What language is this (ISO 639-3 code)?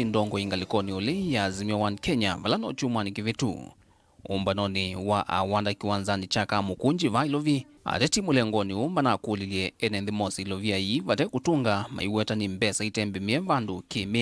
kam